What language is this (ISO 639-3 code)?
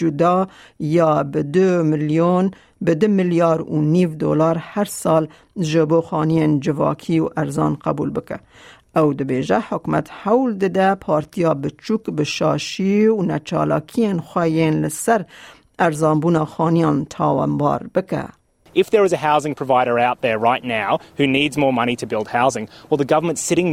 kur